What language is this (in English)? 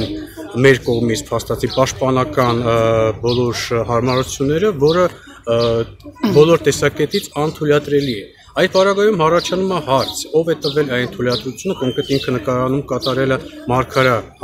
Armenian